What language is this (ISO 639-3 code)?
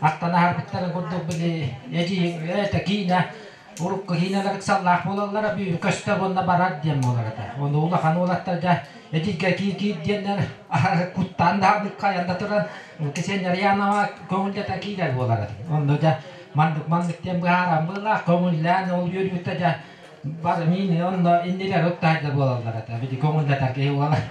sah